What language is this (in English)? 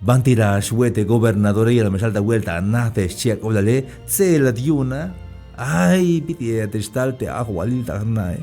Tzeltal